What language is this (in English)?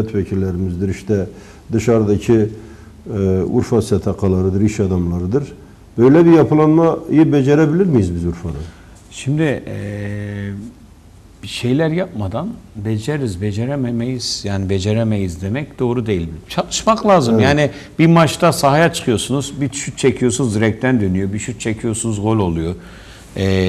Turkish